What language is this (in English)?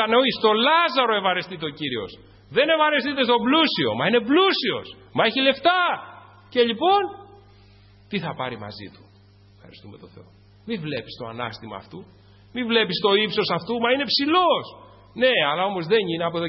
Greek